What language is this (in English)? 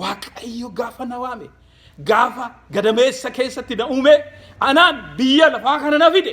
Oromo